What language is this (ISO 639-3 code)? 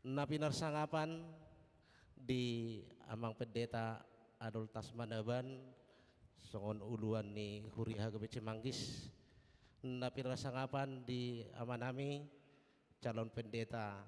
bbc